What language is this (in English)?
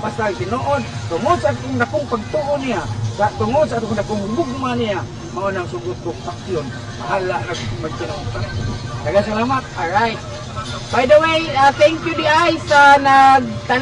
Cebuano